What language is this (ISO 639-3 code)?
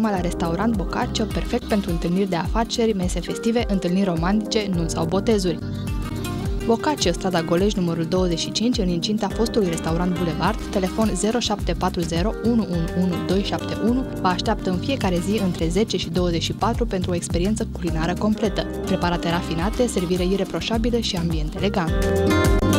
ron